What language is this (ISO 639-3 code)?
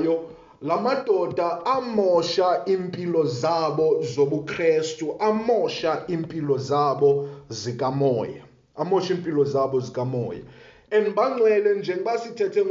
xho